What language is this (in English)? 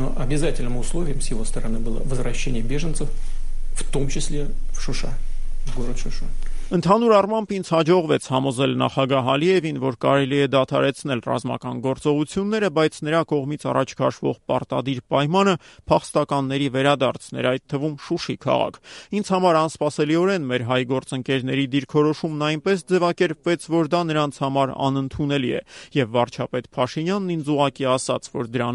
Armenian